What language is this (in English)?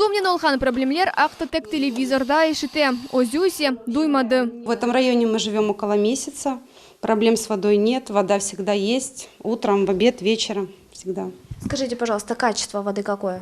Crimean Tatar